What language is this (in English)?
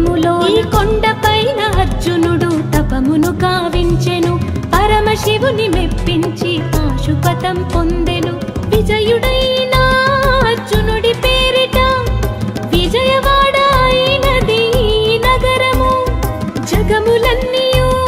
Telugu